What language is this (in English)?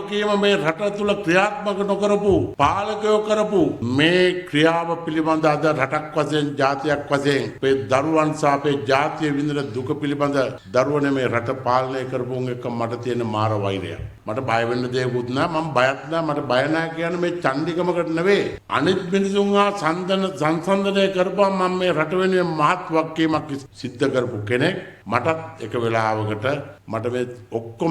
Sinhala